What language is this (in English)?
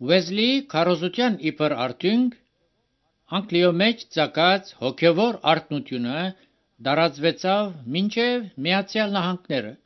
Armenian